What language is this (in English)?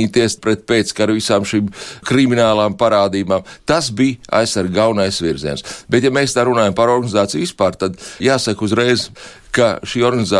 Latvian